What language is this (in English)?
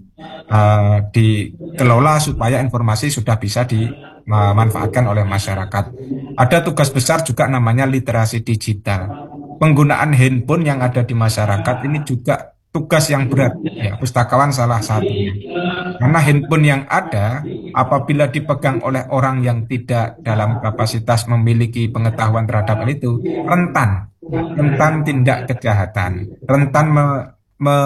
Indonesian